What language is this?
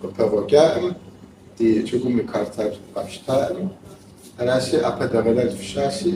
Kabardian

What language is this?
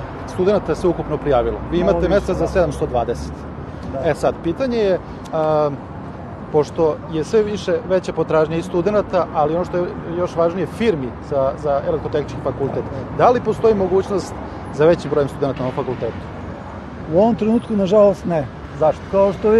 Serbian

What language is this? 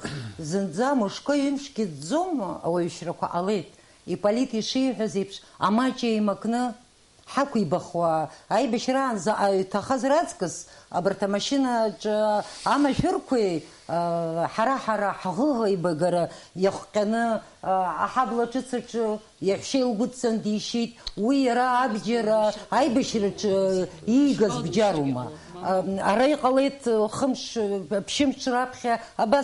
Abkhazian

